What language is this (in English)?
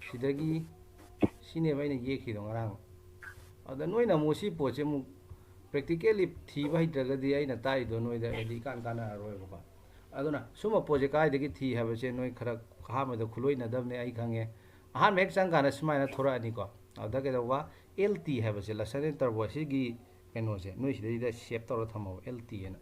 Manipuri